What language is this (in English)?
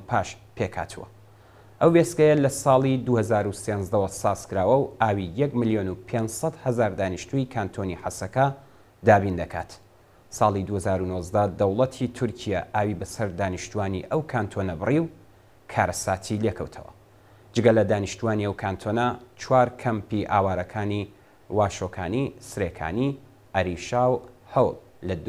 Central Kurdish